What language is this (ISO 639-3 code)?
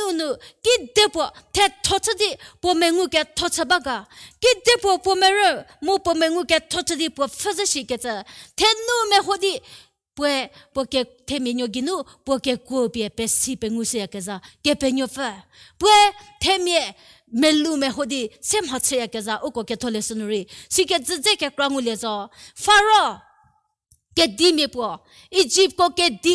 njm